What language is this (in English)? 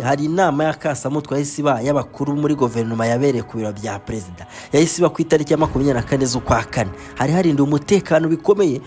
Kinyarwanda